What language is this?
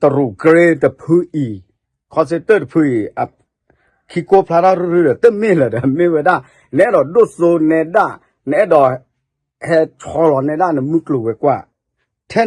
S'gaw Karen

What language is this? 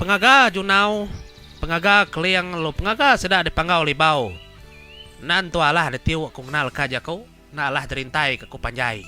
Iban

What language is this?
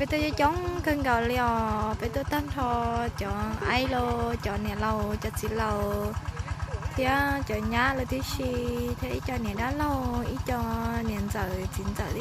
Hmong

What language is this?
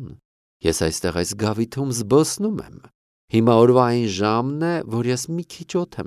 Armenian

